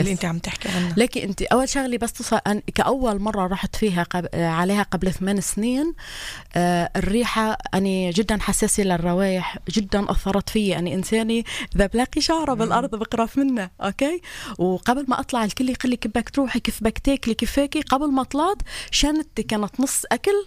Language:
North Levantine Arabic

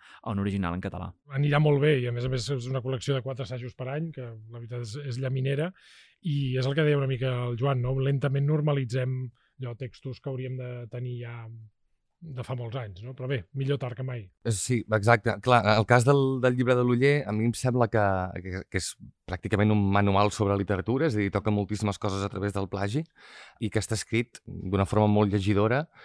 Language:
Catalan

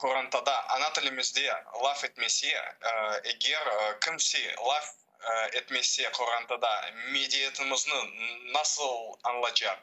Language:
Crimean Tatar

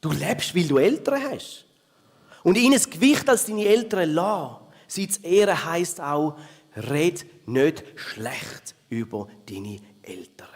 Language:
Swiss German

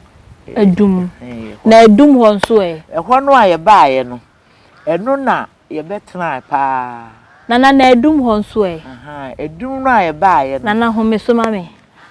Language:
Akan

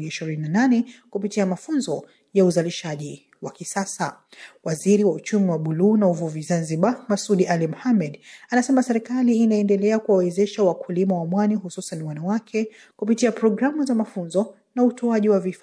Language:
Swahili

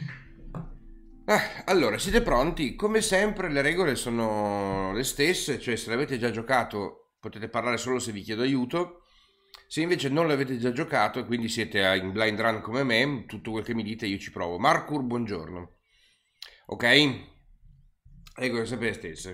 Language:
Italian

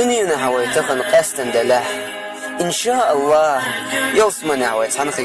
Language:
Chechen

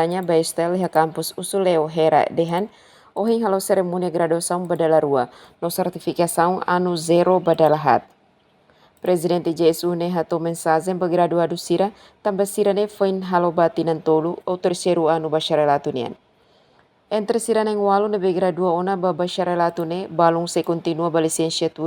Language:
Tetum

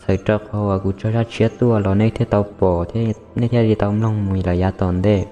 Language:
Hmong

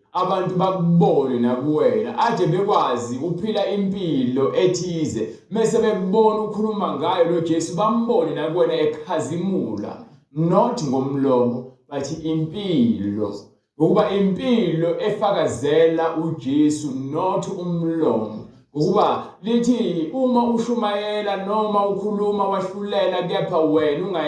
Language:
Zulu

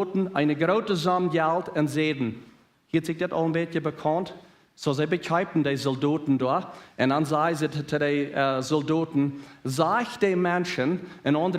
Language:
Plautdietsch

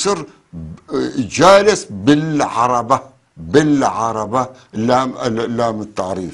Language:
North Levantine Arabic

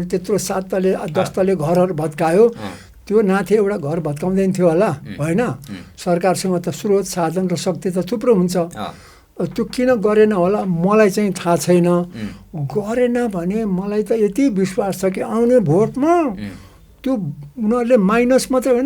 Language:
Nepali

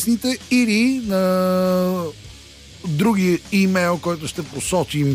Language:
Bulgarian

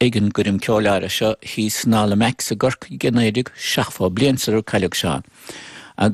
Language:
Irish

